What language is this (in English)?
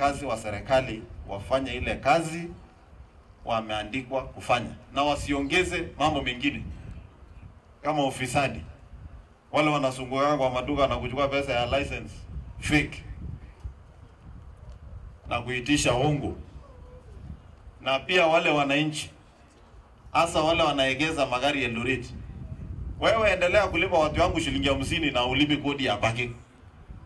Swahili